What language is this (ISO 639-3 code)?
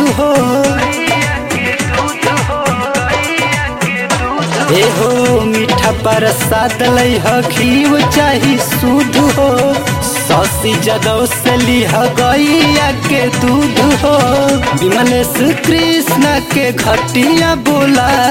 bho